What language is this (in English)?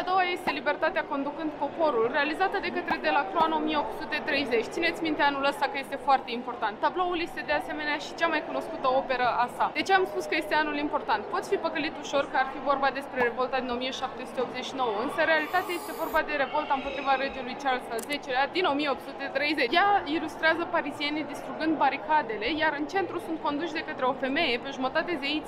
Romanian